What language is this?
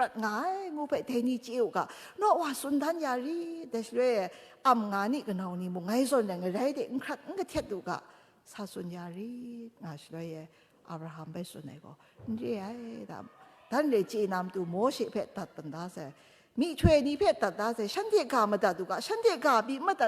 Kachin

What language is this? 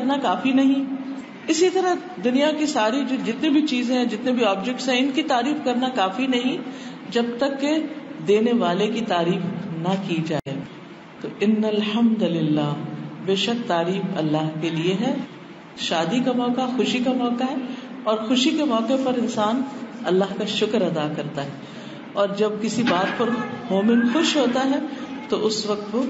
Urdu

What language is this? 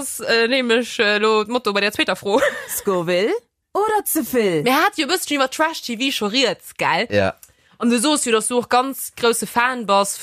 Luxembourgish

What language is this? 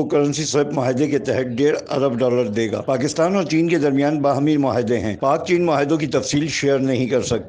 Urdu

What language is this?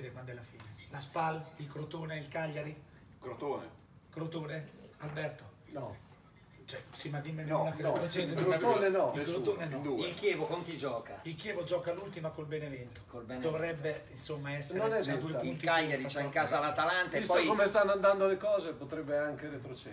Italian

